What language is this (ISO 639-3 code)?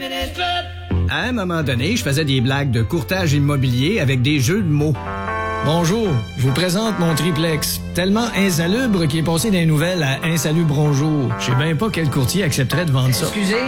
fra